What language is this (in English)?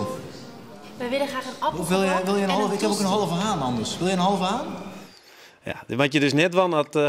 Western Frisian